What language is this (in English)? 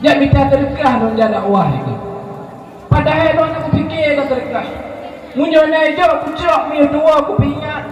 Achinese